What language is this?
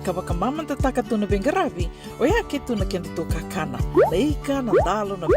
Fijian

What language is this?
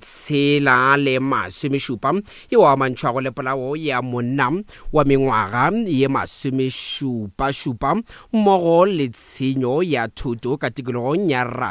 Northern Sotho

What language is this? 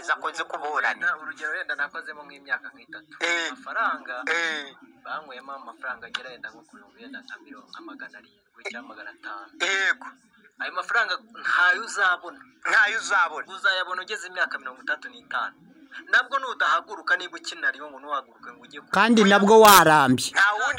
Kinyarwanda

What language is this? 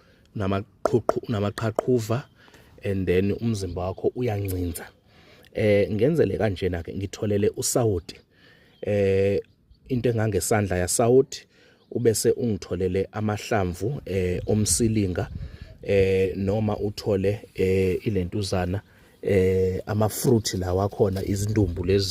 Zulu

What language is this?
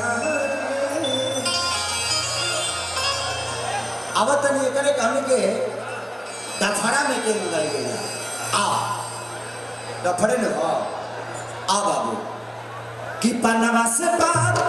Bhojpuri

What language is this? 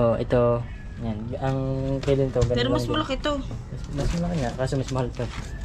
Filipino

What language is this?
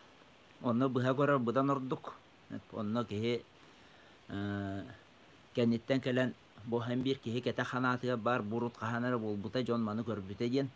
Yakut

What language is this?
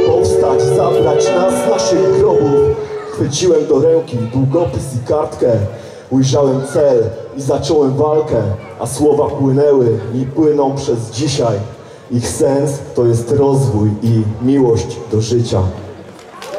Polish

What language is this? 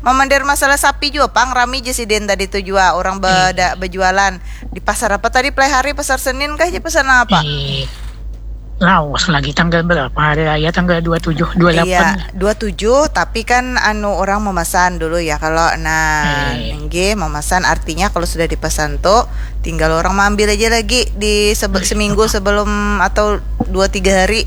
Banjar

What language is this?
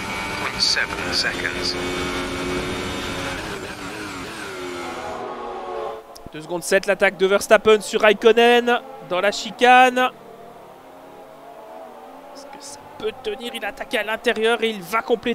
French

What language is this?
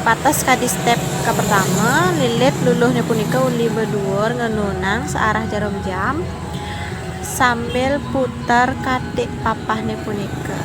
Balinese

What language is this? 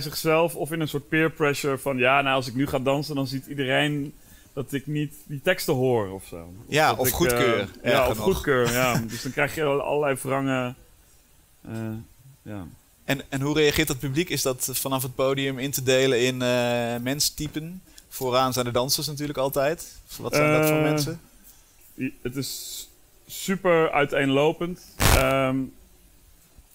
Dutch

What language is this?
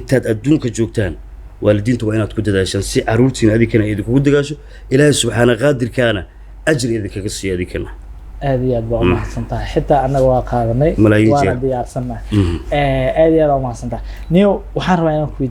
Somali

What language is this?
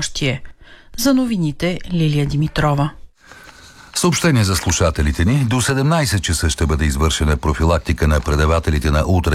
Bulgarian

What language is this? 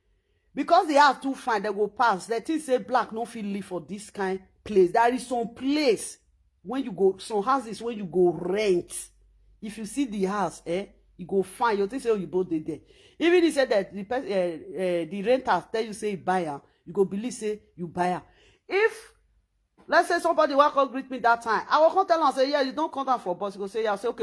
Nigerian Pidgin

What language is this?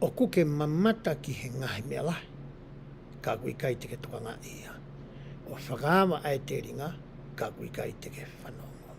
Tongan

